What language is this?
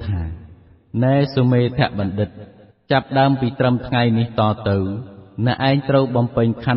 Khmer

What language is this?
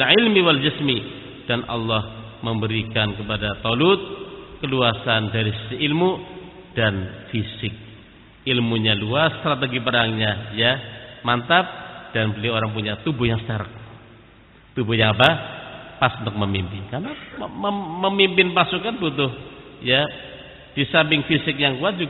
Indonesian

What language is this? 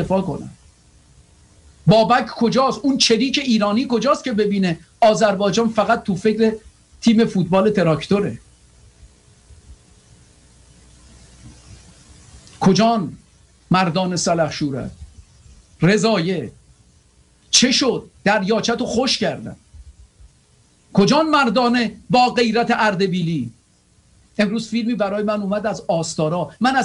Persian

